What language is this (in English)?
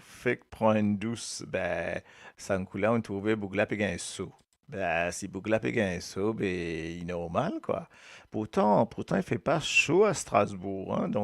Morisyen